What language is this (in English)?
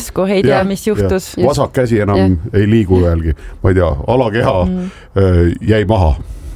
Estonian